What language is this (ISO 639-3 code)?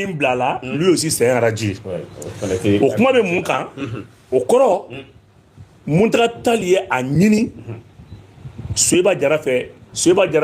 bam